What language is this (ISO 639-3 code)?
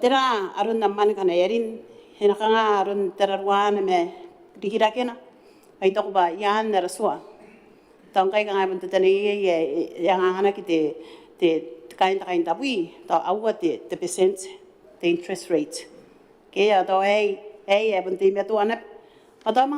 gil